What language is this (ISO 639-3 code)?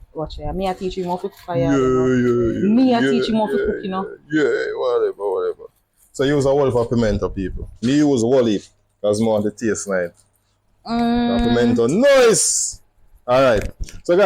jam